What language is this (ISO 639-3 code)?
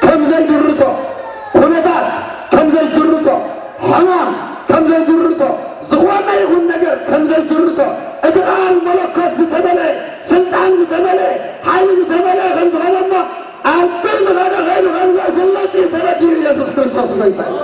tir